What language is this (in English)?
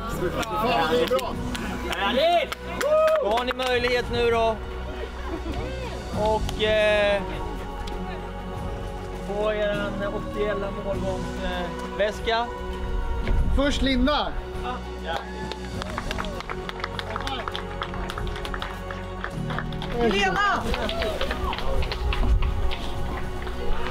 Swedish